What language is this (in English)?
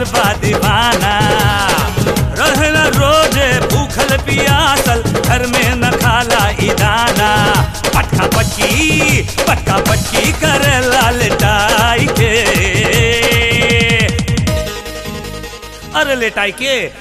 Bhojpuri